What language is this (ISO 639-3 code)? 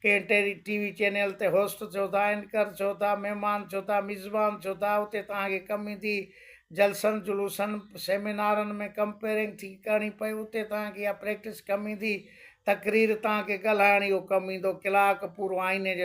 snd